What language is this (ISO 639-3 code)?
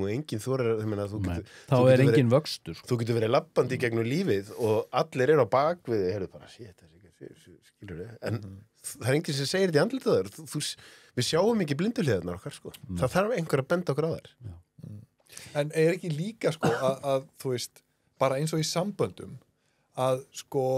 isl